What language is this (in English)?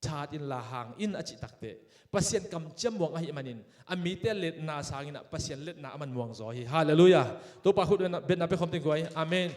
Tedim Chin